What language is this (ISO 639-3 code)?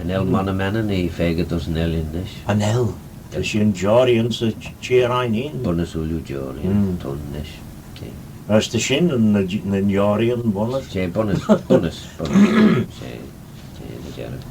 glv